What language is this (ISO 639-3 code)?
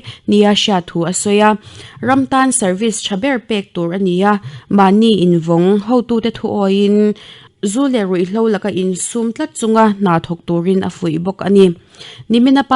lus